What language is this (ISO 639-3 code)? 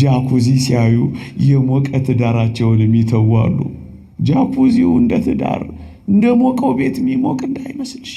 amh